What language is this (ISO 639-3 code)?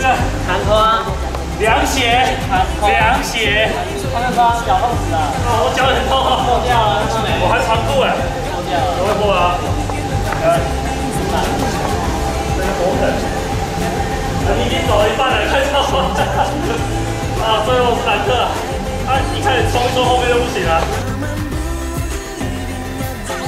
zho